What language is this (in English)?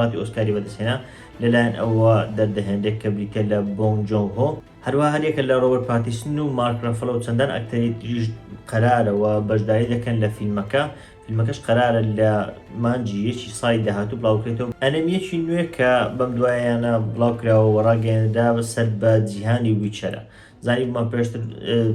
Central Kurdish